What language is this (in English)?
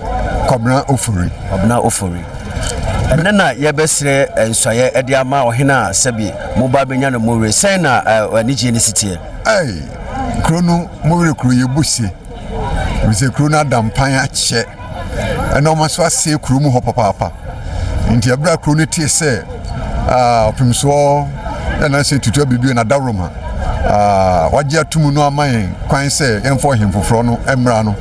Akan